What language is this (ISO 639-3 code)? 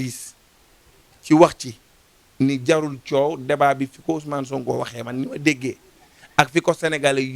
wol